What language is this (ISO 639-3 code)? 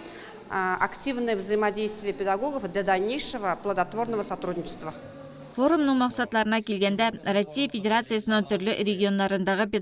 tat